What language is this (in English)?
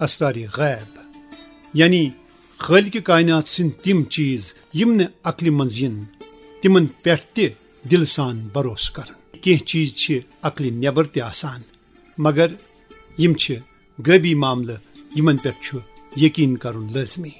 Kashmiri